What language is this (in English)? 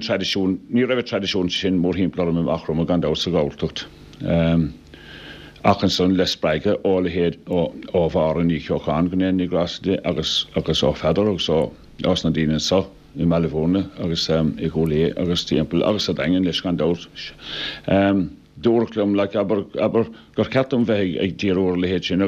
Irish